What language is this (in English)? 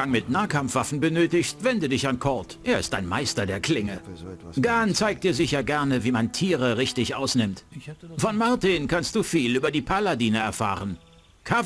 Bavarian